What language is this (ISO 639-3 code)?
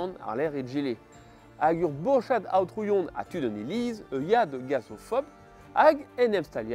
bre